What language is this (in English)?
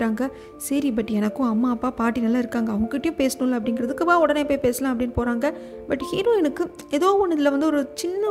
Tamil